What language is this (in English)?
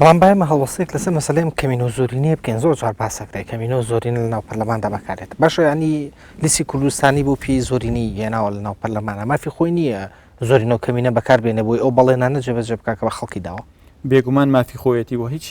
Central Kurdish